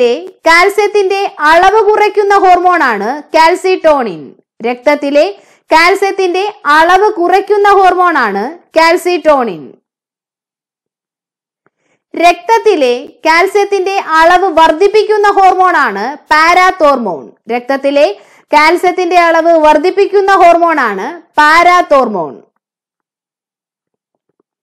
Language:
Malayalam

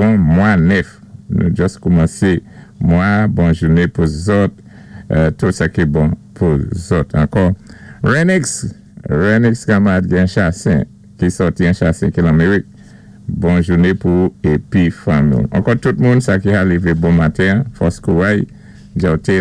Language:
Saint Lucian Creole French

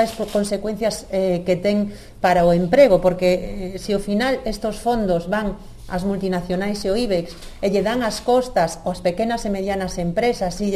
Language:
Galician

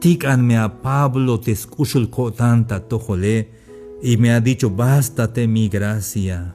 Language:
Tzeltal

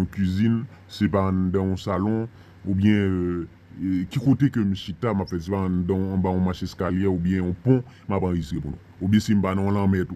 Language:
Haitian Creole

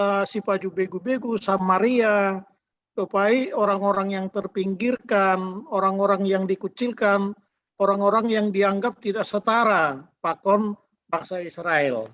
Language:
Batak Simalungun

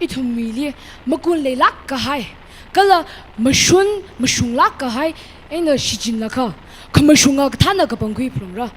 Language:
Tangkhul Naga (India)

